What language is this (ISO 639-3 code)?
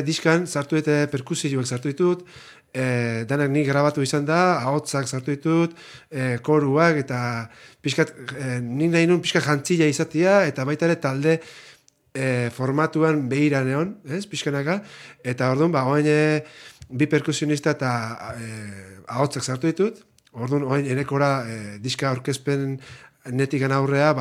eus